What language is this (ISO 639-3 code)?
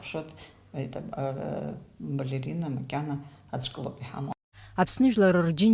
abk